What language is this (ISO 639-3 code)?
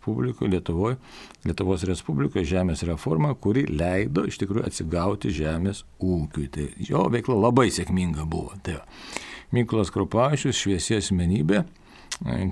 lit